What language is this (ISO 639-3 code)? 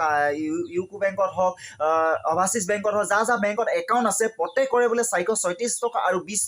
asm